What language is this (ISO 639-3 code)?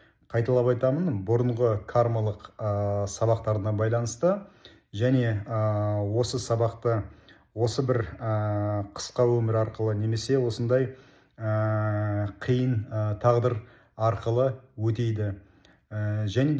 kaz